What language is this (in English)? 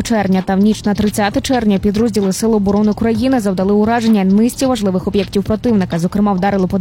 Ukrainian